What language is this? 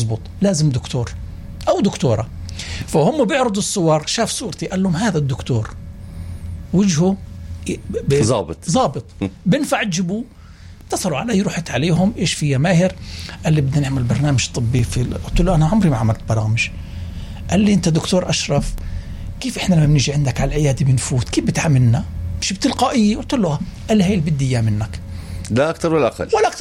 North Levantine Arabic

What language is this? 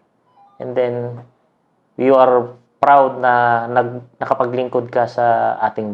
Filipino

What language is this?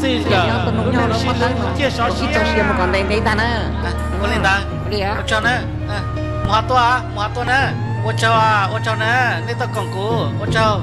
Hmong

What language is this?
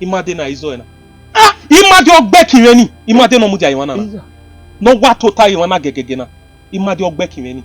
Bini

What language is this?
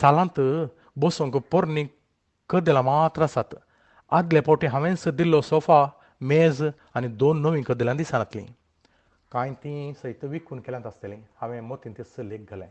Konkani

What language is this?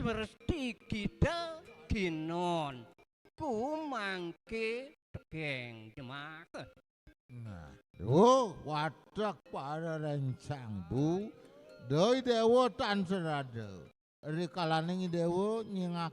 Balinese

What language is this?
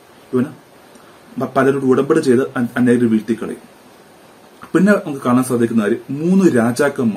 Malayalam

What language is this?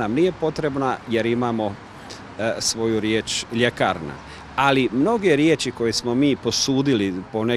Croatian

